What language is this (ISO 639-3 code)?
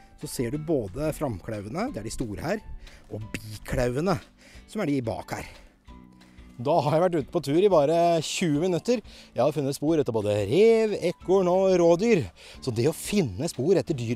nor